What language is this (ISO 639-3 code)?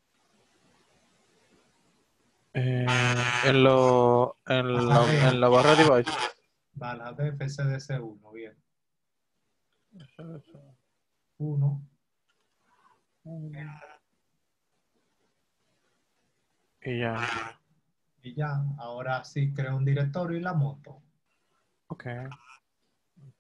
spa